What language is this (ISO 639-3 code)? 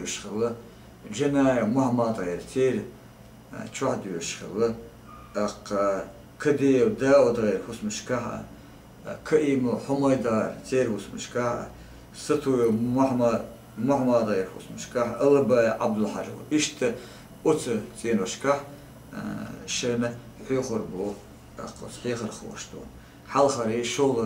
che